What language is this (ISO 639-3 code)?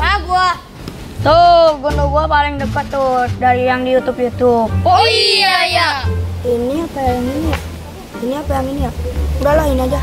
bew